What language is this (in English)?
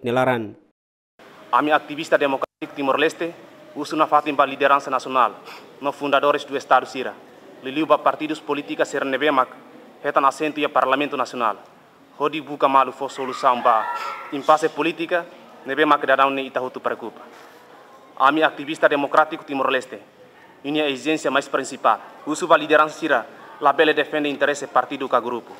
Tetum